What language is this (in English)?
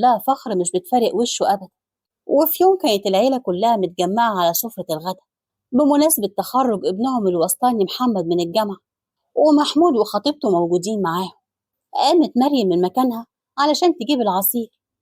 Egyptian Arabic